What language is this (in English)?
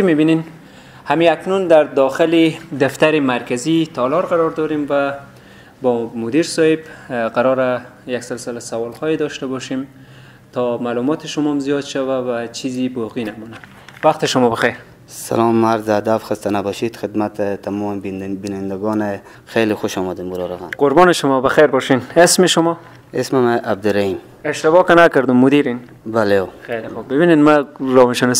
Persian